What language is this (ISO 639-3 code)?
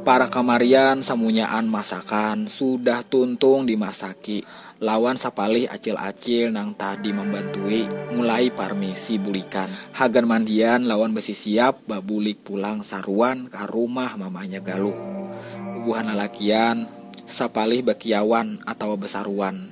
bjn